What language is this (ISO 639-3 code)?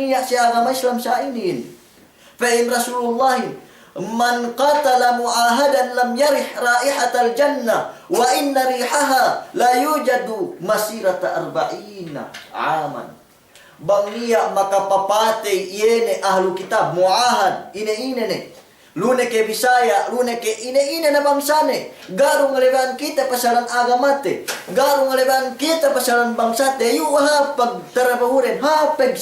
yka